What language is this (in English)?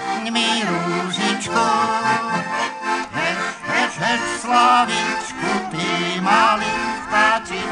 Slovak